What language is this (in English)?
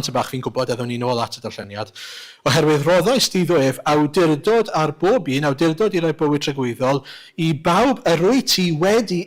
Welsh